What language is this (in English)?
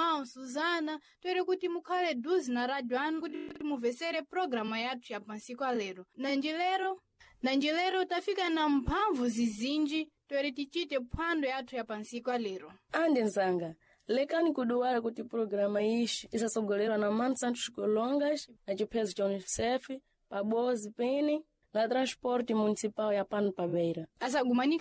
Sena